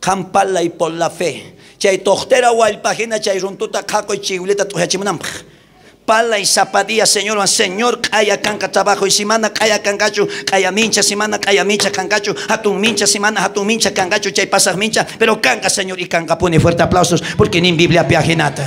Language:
South Bolivian Quechua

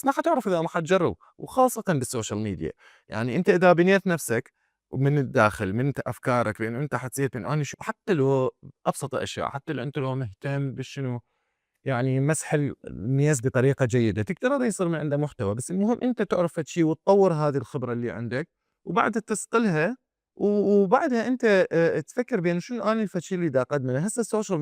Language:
Mesopotamian Arabic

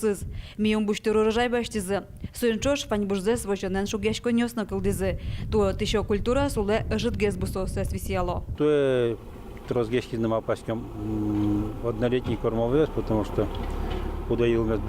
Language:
Udmurt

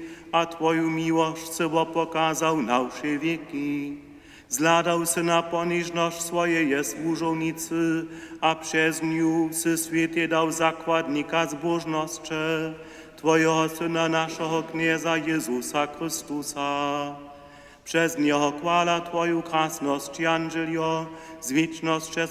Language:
Upper Sorbian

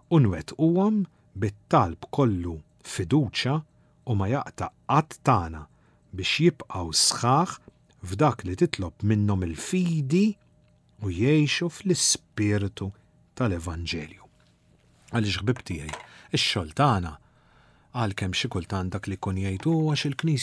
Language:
Maltese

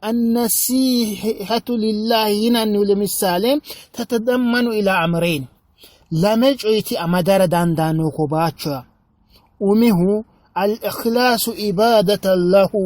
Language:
Sidamo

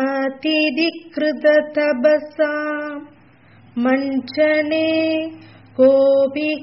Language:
Tamil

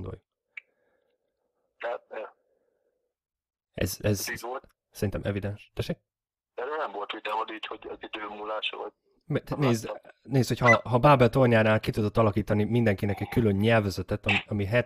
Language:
Hungarian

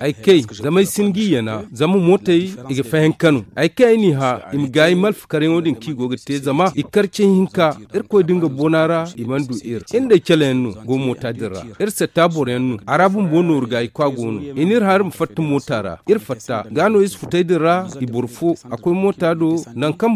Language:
Zarma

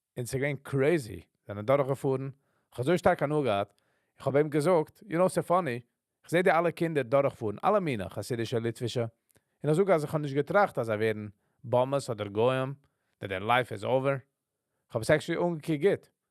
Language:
Yiddish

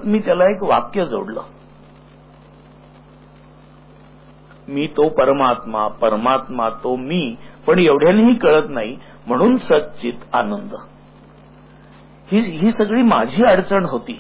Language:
Marathi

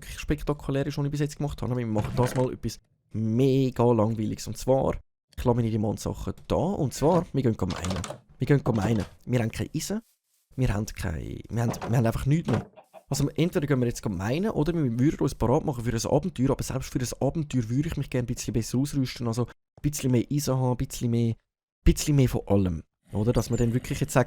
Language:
Swiss German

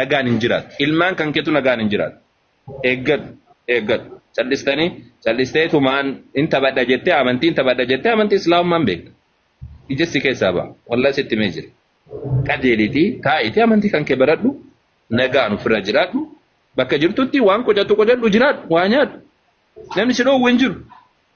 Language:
Oromo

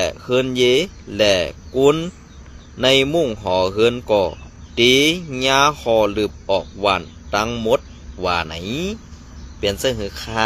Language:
Shan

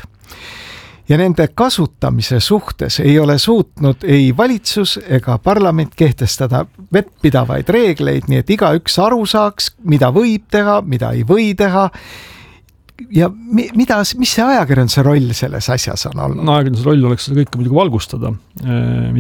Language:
Estonian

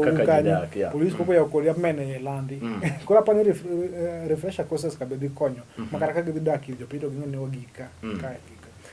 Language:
Luo (Kenya and Tanzania)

